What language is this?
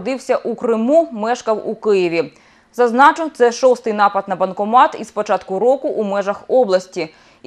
Ukrainian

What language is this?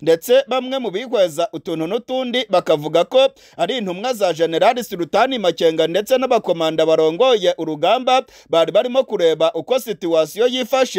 Kinyarwanda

